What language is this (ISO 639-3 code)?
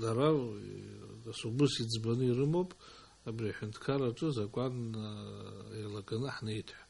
abk